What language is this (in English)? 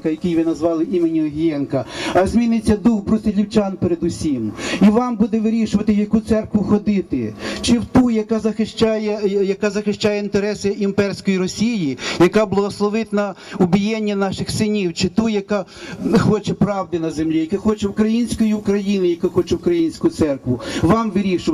Ukrainian